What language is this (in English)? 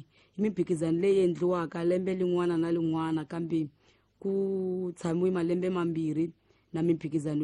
Tsonga